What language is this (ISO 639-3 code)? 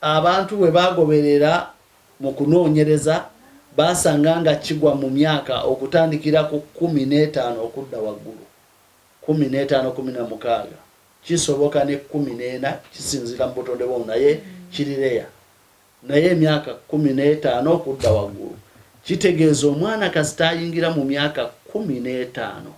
lug